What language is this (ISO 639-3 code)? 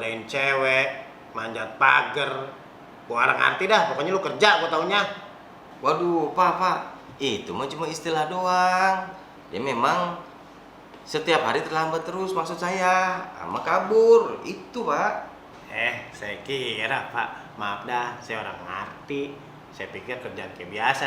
bew